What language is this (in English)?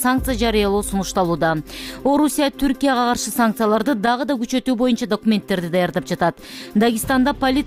Kyrgyz